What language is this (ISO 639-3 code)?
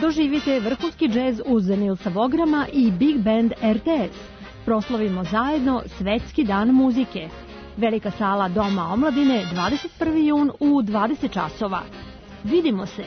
srp